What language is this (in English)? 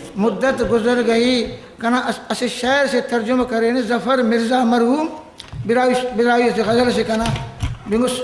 Brahui